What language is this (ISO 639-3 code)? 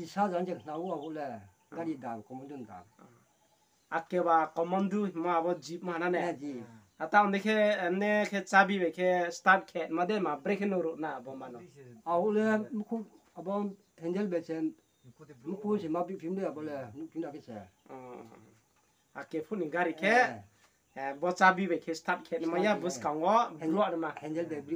ria